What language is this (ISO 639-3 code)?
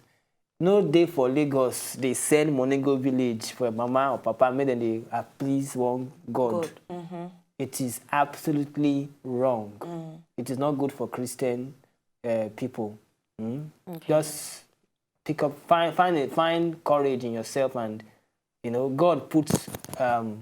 pcm